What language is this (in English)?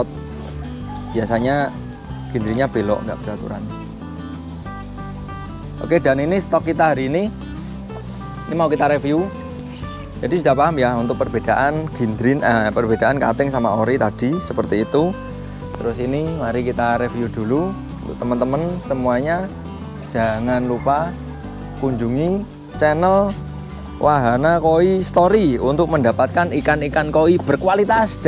Indonesian